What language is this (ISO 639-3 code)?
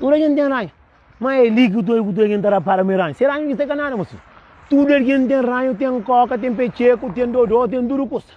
kea